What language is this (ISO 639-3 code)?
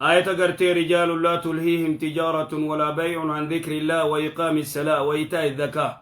orm